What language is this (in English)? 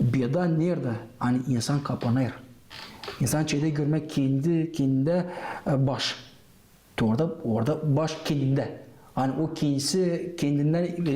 Gagauz